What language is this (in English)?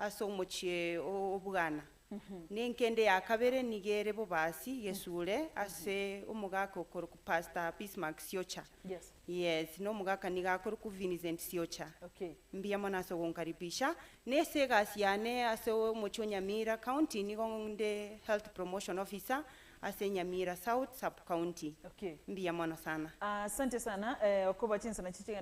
Gusii